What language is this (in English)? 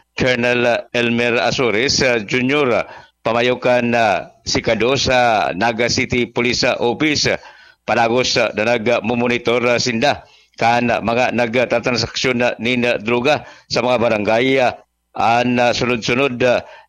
Bikol